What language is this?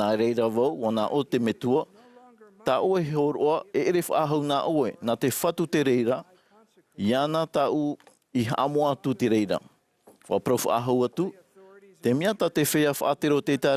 Tahitian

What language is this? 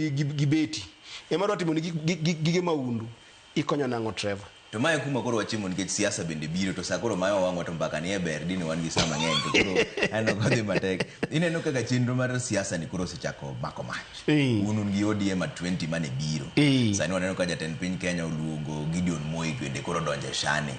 Luo (Kenya and Tanzania)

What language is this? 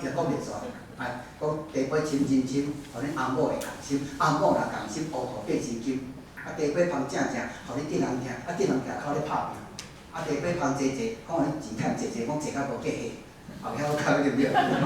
Min Nan Chinese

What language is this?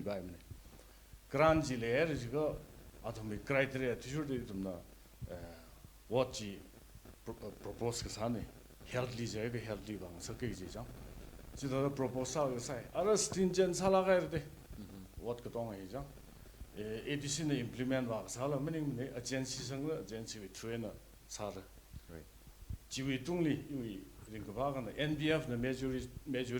Tangkhul Naga (India)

